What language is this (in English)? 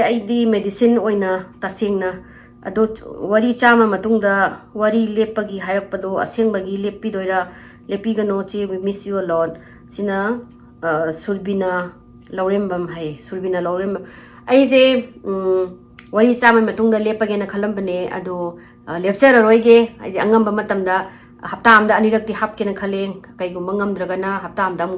Manipuri